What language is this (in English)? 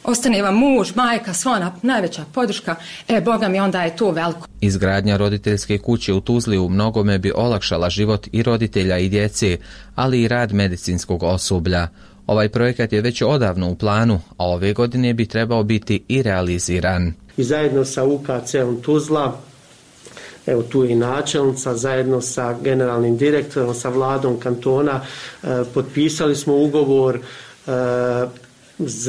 Bosnian